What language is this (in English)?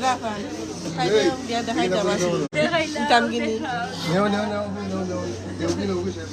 Sylheti